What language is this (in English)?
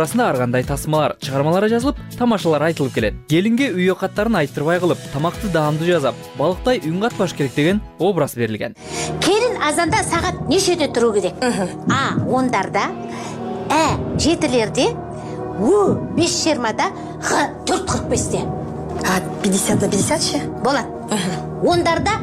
Kyrgyz